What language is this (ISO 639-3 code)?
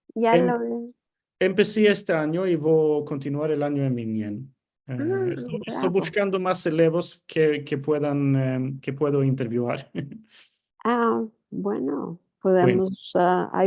lad